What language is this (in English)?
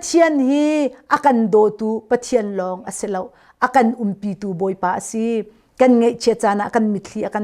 Hakha Chin